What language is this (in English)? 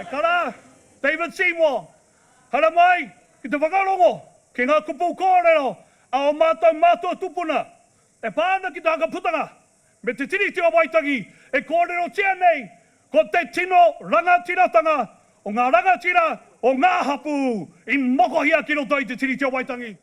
Māori